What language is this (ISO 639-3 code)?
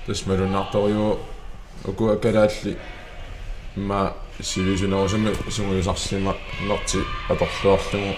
kal